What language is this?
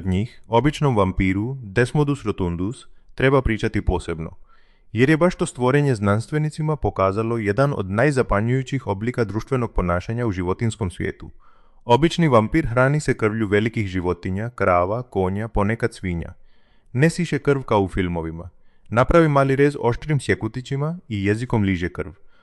Croatian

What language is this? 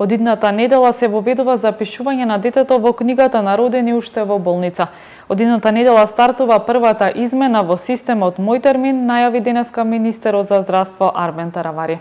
Macedonian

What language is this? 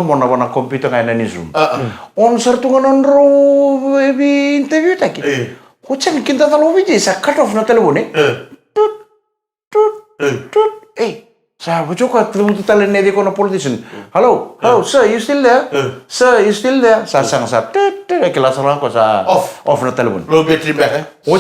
Fijian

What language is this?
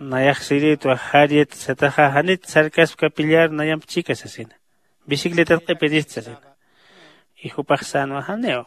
Aymara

